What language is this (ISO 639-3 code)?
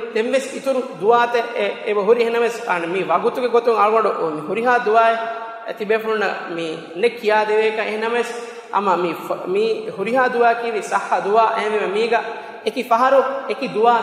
div